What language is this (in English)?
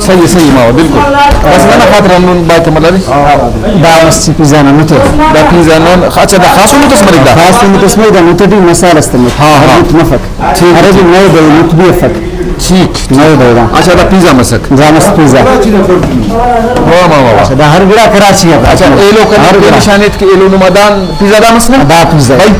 Brahui